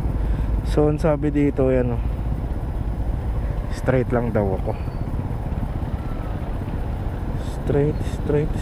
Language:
Filipino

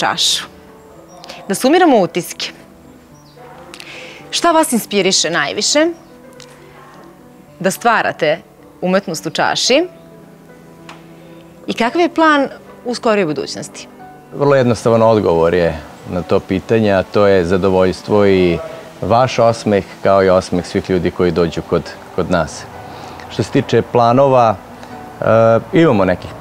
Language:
Serbian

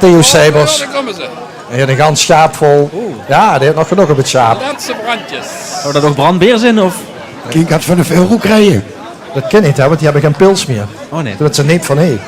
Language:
Limburgish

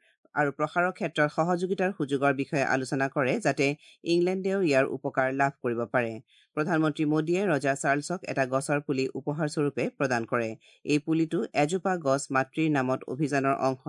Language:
Assamese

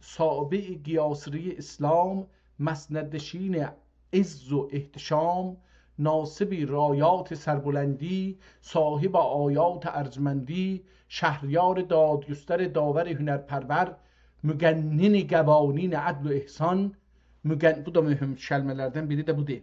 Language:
South Azerbaijani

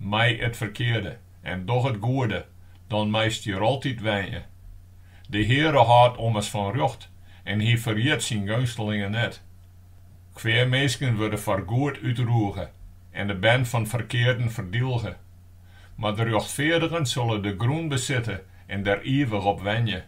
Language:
Western Frisian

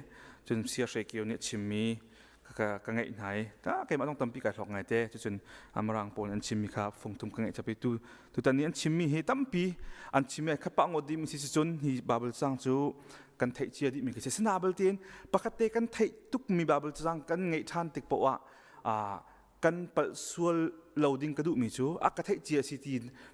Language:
Hakha Chin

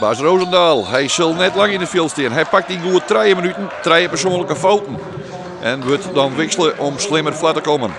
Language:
Western Frisian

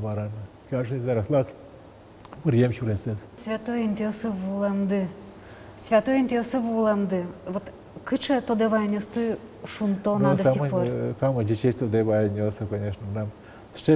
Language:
Udmurt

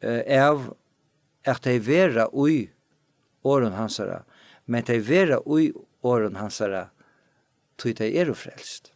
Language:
Faroese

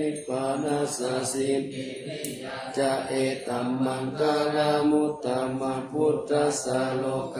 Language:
Pali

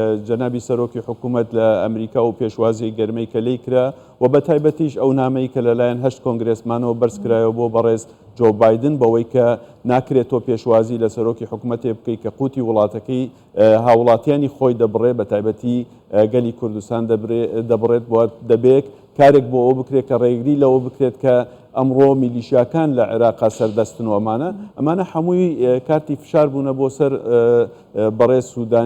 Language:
Central Kurdish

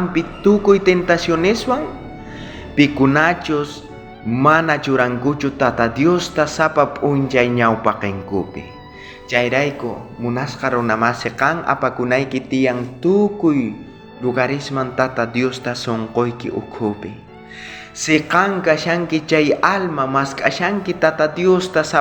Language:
South Bolivian Quechua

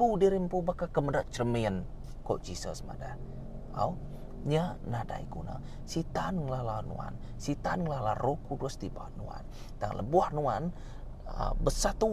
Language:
Iban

